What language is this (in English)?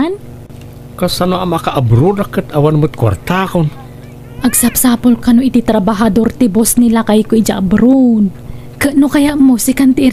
Iloko